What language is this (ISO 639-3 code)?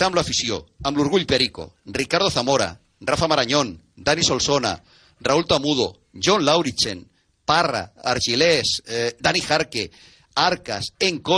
cat